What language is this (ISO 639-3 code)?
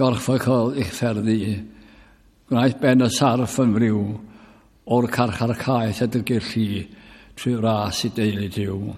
cym